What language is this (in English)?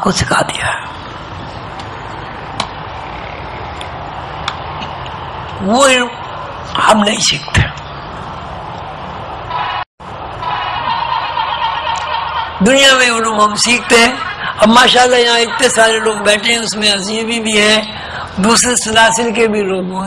Urdu